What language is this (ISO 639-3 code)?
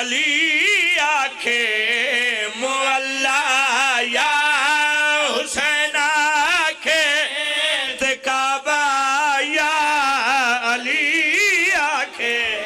phr